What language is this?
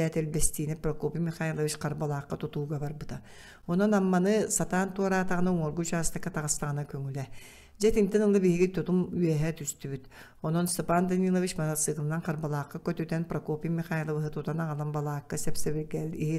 Yakut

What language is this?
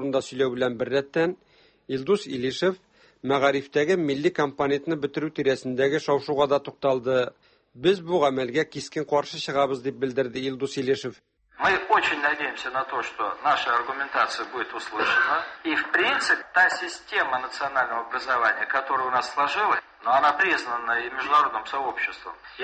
Tatar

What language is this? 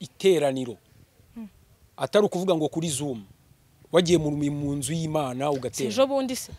Kinyarwanda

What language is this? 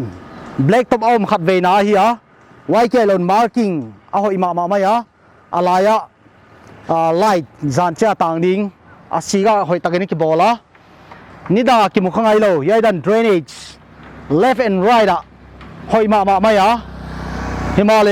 Paite Chin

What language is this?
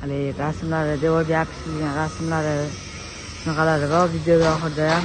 Uzbek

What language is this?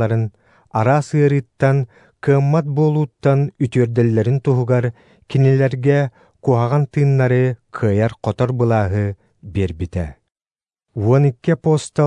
Yakut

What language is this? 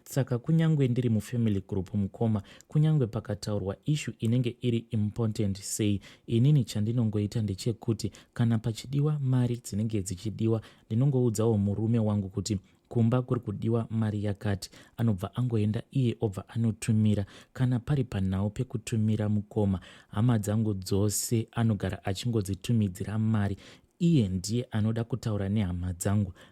Shona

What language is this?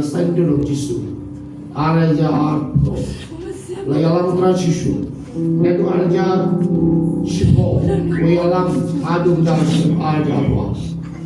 Khasi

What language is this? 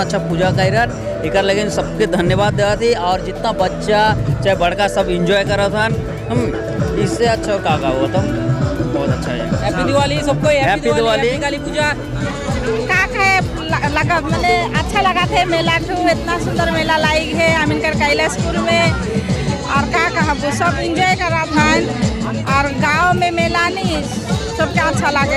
Sadri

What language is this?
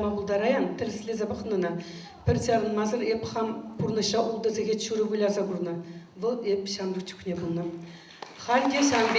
Chuvash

